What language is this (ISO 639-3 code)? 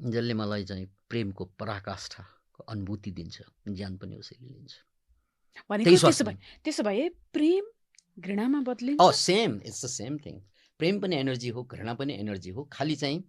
nep